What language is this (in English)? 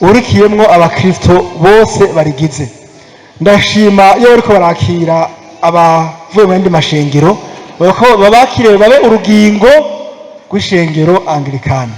Rundi